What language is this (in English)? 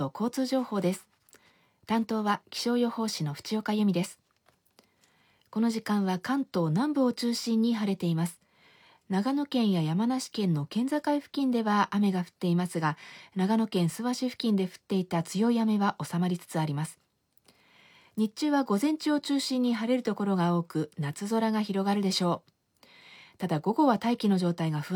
Japanese